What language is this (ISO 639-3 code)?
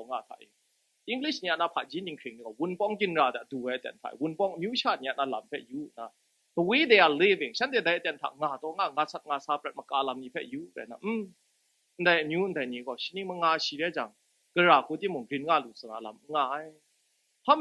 kac